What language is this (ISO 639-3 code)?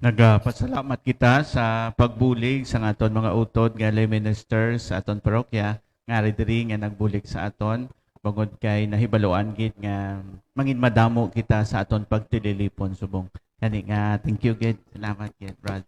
hil